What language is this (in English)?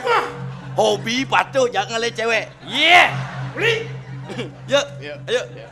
Balinese